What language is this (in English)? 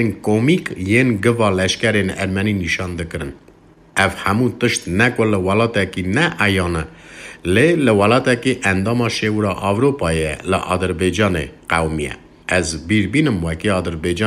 Kurdish